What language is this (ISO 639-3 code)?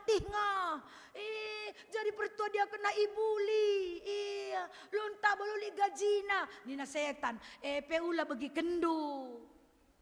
btx